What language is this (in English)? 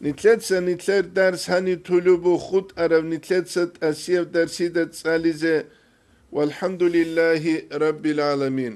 Avaric